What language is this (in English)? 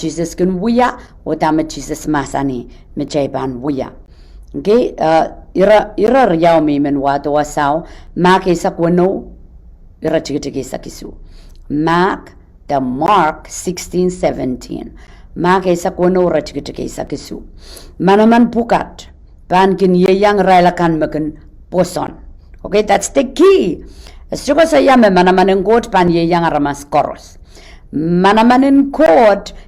Pohnpeian